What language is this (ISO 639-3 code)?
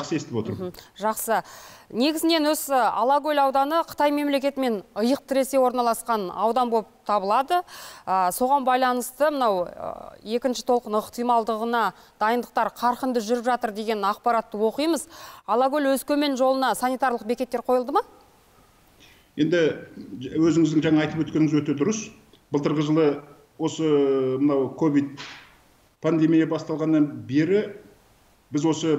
kaz